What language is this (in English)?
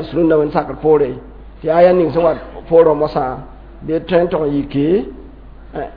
Mossi